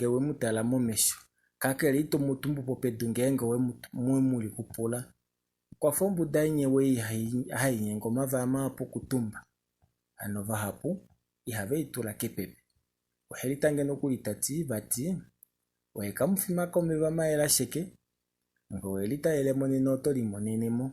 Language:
Kuanyama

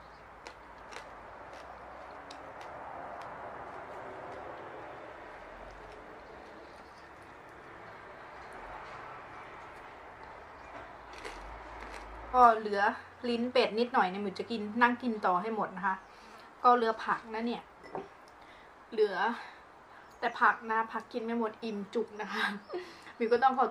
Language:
Thai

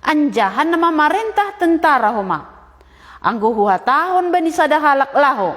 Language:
Batak Simalungun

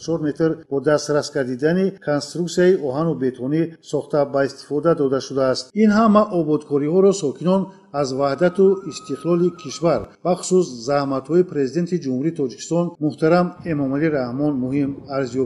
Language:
Tajik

